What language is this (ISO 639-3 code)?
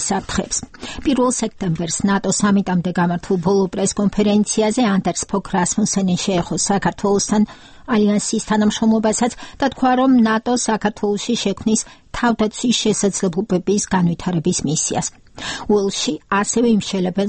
kat